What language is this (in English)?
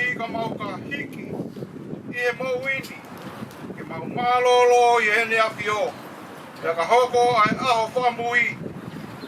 Tongan